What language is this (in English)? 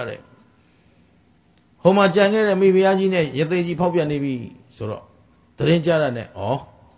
Burmese